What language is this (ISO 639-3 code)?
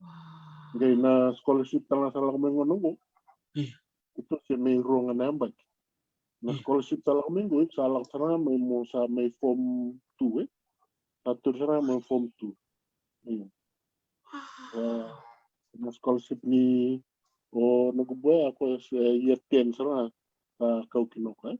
fij